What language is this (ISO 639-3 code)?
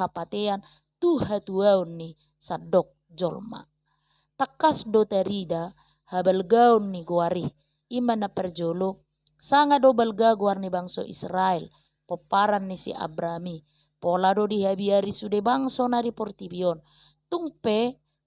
bbc